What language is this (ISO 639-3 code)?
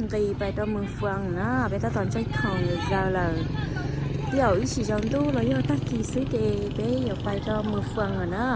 hmn